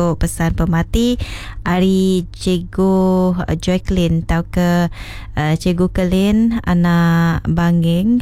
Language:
Iban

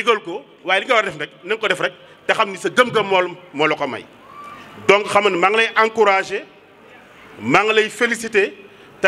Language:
Wolof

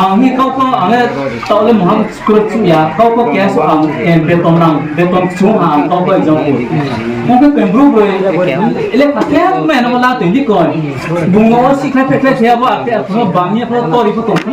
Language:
Riang (India)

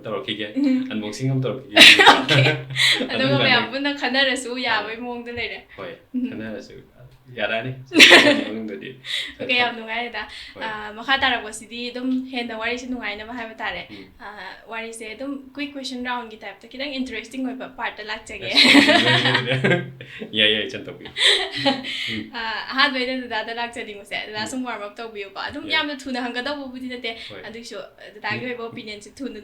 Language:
Manipuri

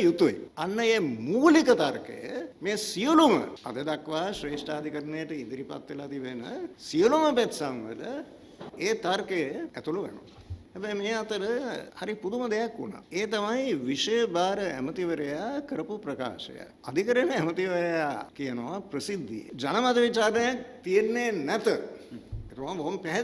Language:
Sinhala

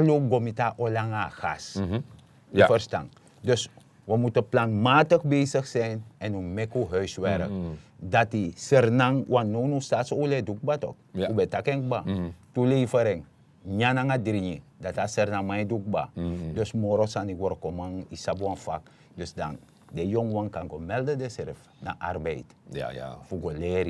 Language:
Sranan Tongo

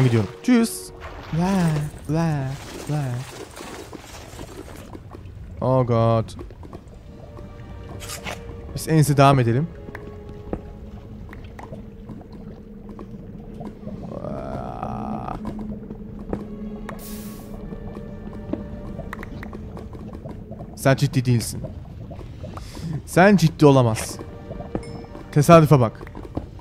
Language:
Turkish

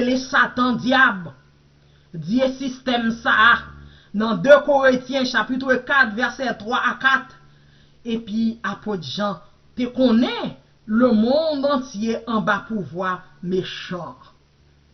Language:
Haitian Creole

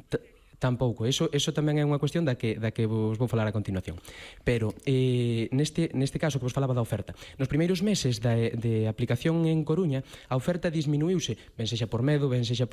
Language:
Galician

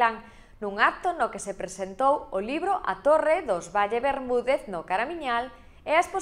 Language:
Galician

